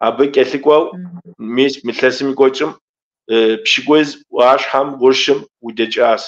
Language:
Kabardian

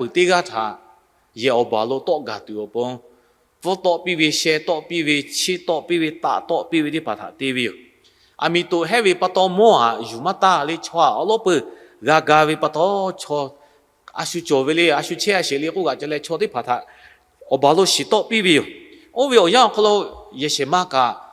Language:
Lahu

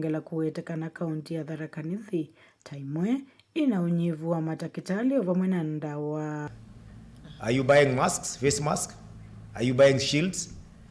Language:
Kamba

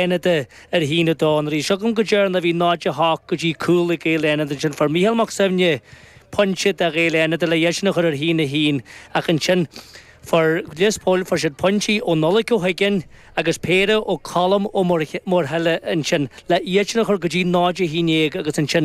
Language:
Irish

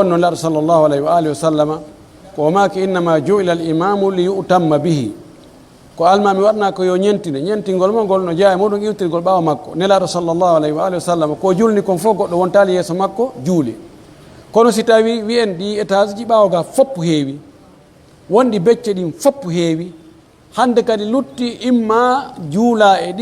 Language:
Pular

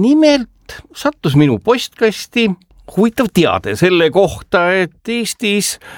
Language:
Estonian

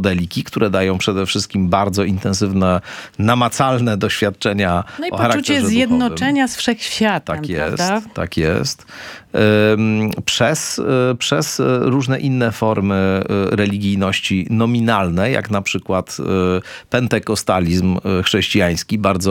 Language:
Polish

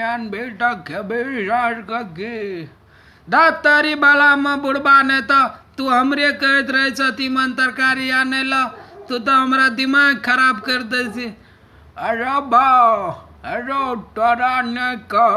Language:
Maithili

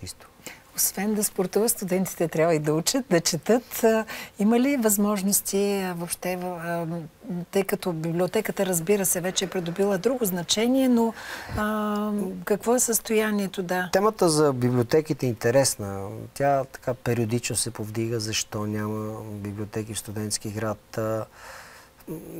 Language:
Bulgarian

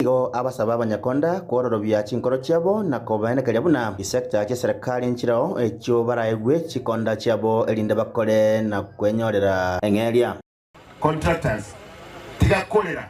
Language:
Gusii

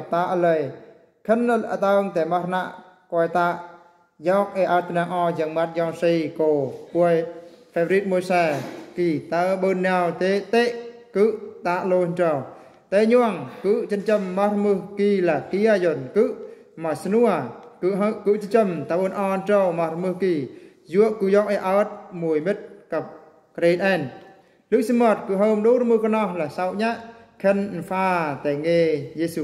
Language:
Eastern Bru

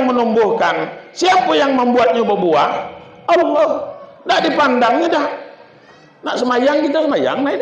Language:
Minangkabau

